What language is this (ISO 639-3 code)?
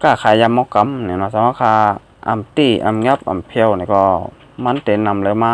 shn